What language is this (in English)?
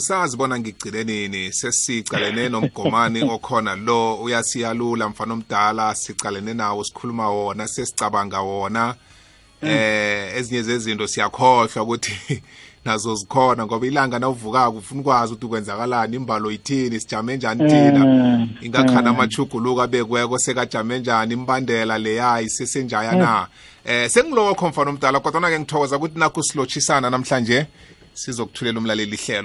South Ndebele